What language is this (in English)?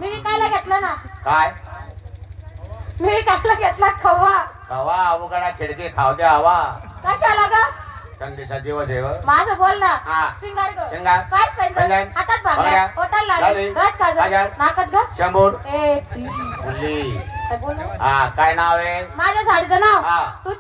Marathi